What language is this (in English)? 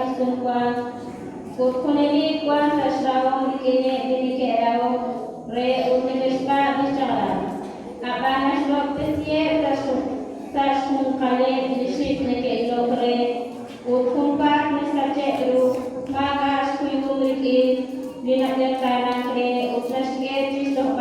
Kekchí